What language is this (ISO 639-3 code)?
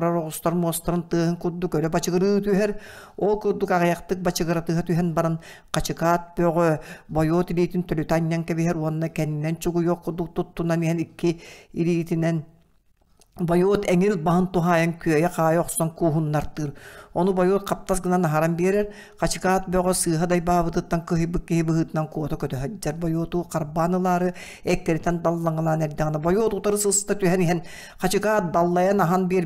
sah